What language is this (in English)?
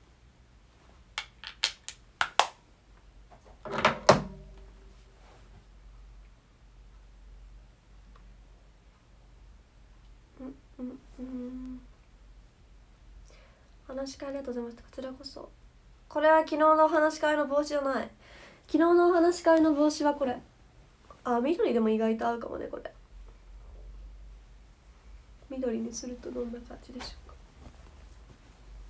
Japanese